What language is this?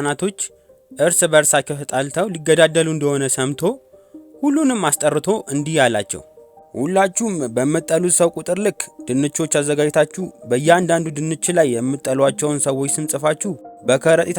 Amharic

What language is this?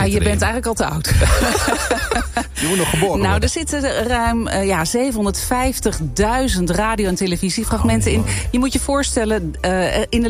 Dutch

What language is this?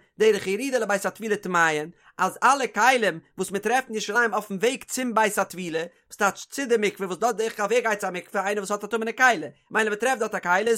Yiddish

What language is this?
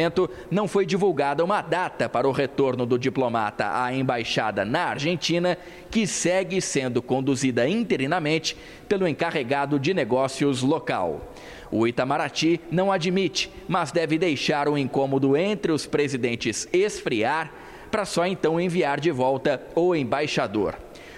Portuguese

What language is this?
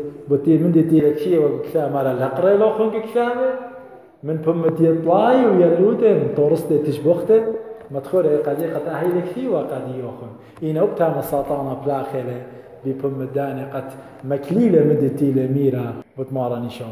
Assyrian Neo-Aramaic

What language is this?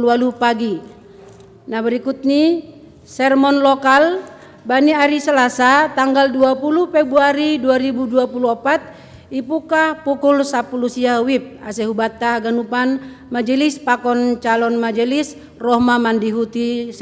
Batak Simalungun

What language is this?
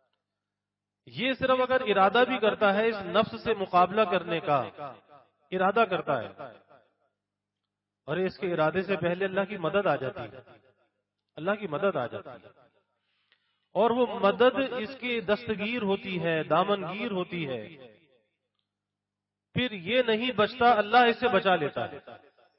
Urdu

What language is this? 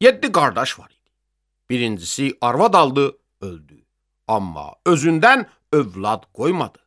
Azerbaijani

